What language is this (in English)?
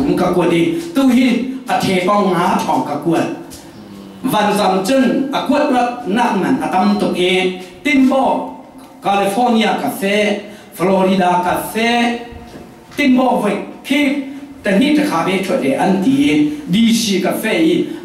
Falam Chin